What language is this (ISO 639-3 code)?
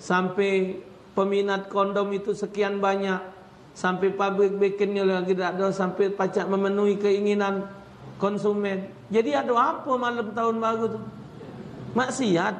mui